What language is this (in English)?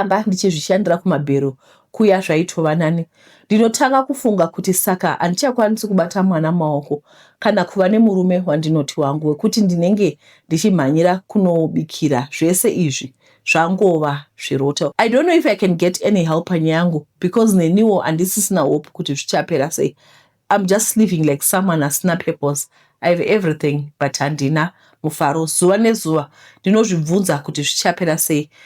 Shona